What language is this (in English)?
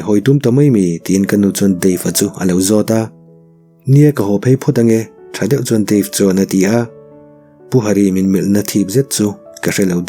Mizo